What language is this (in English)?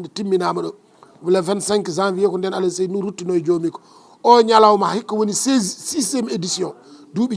Fula